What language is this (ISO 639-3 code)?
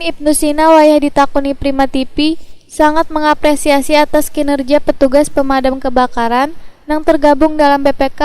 bjn